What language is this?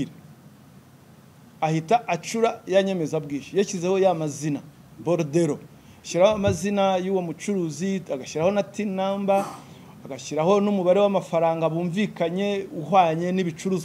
Kinyarwanda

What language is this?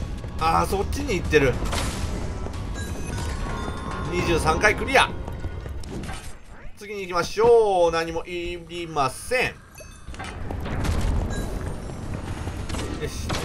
Japanese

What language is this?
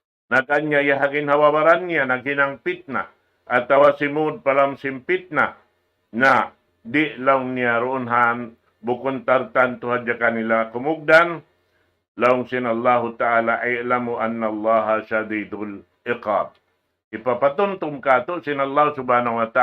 Tausug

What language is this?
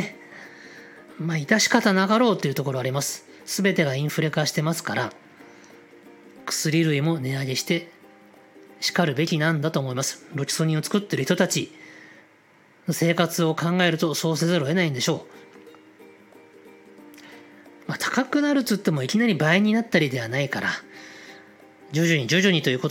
Japanese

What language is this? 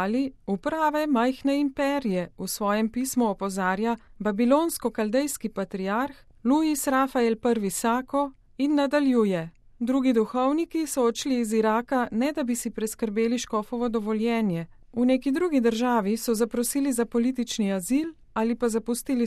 Slovenian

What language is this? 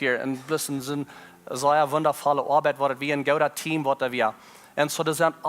Plautdietsch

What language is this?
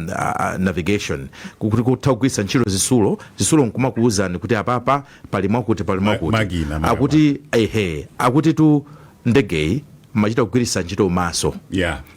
Nyanja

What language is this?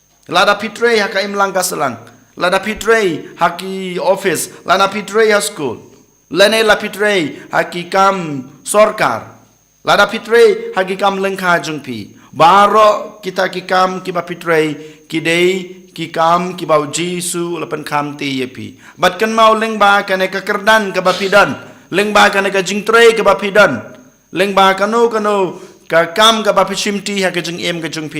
Khasi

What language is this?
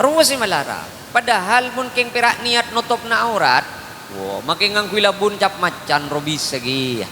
Madurese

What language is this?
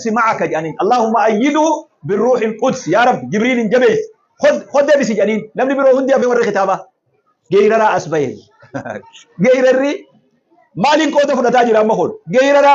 Oromo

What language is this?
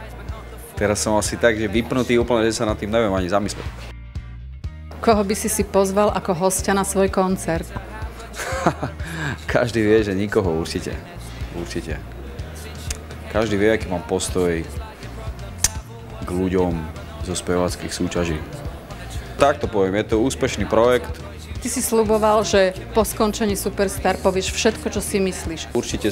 Slovak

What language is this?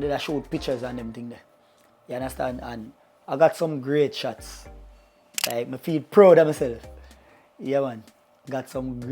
Jamaican Creole English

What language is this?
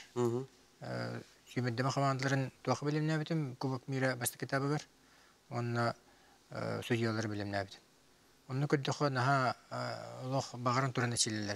Yakut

